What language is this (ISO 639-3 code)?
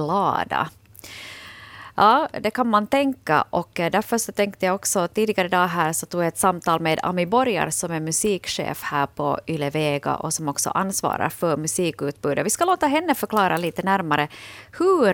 swe